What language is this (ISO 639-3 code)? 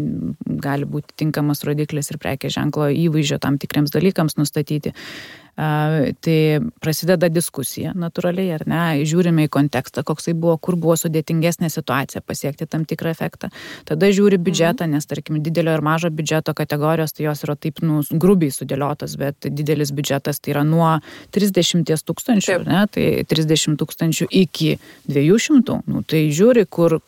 lit